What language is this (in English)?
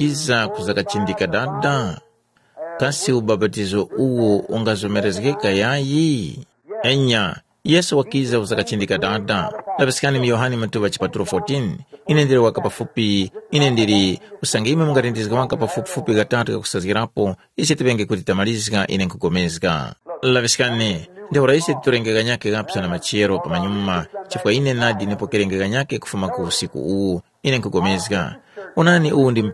Tumbuka